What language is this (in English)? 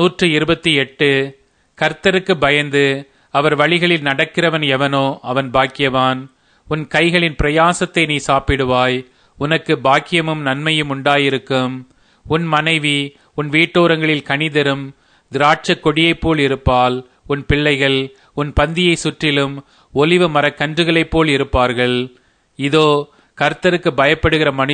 Tamil